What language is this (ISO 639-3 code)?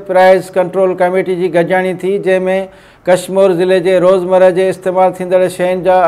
snd